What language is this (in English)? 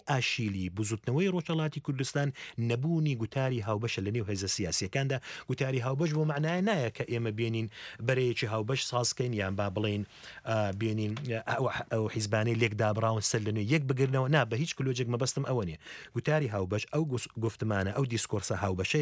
Central Kurdish